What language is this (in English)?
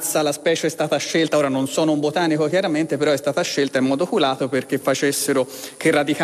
Italian